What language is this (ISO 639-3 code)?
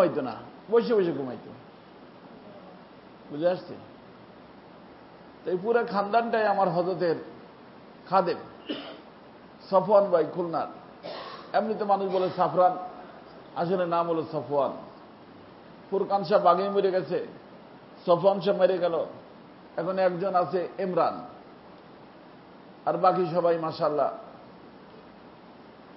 ben